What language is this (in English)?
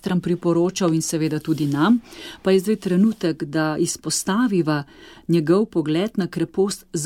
Slovenian